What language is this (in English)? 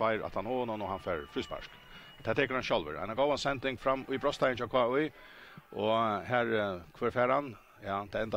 Faroese